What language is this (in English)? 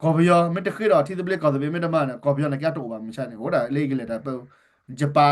S'gaw Karen